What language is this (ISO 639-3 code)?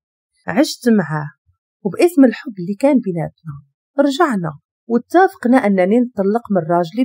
ary